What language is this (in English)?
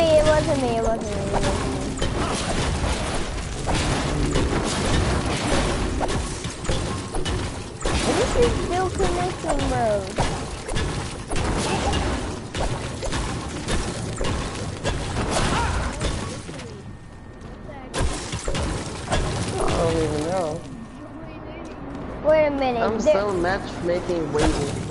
English